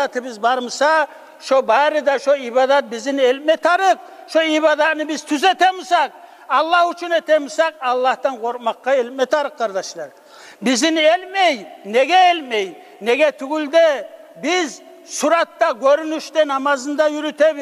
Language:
Kumyk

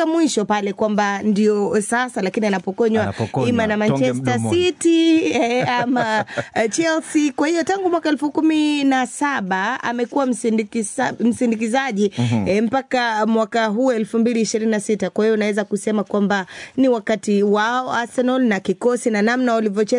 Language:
Swahili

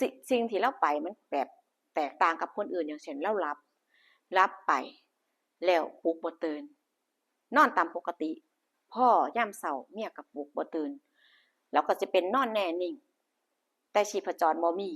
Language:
Northeastern Thai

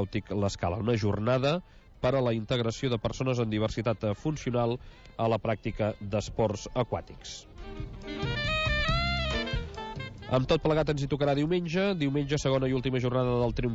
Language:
Catalan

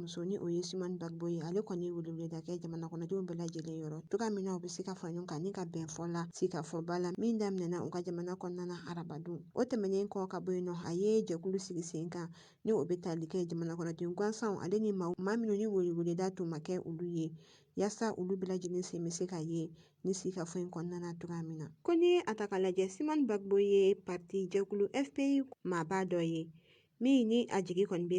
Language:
Bambara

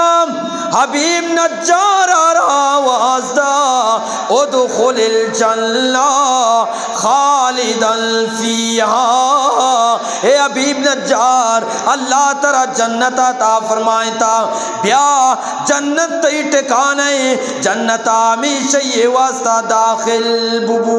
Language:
Eastern Balochi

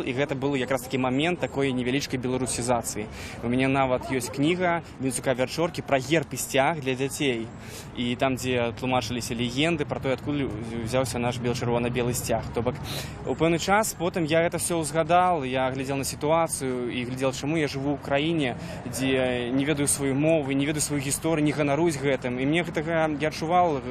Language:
Belarusian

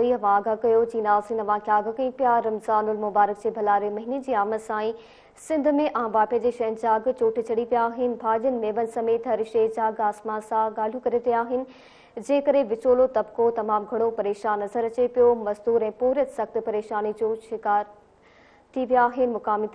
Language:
Sindhi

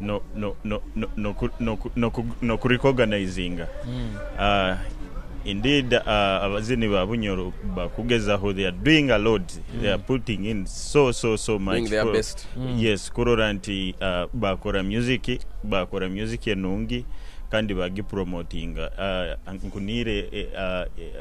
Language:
Nyoro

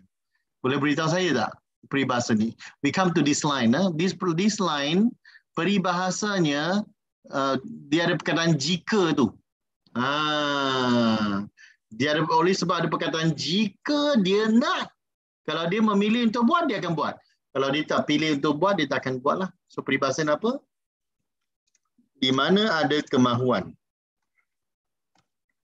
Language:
Malay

